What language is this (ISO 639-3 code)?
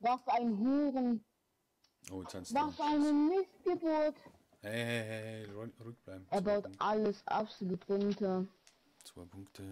bar